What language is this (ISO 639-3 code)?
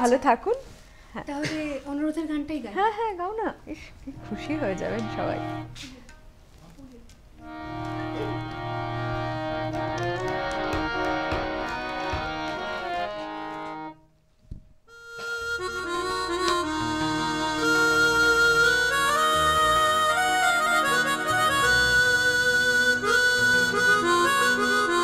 ben